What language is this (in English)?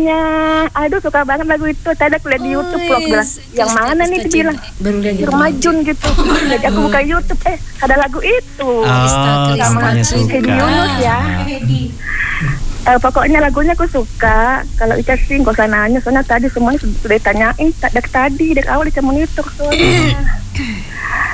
Indonesian